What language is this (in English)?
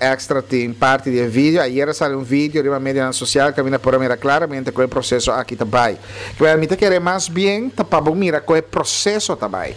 Papiamento